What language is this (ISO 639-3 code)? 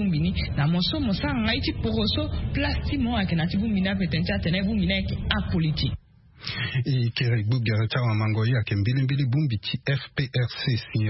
sag